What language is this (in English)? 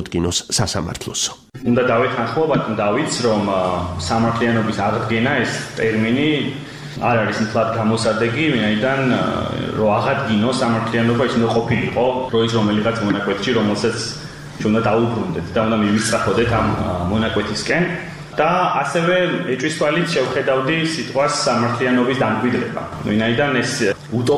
Georgian